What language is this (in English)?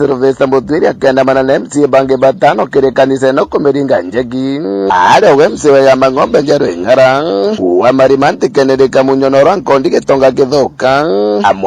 Meru